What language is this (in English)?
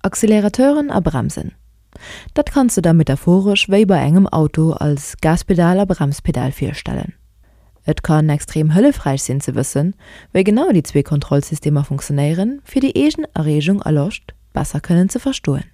Luxembourgish